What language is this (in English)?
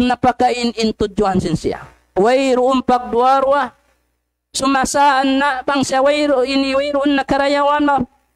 Tausug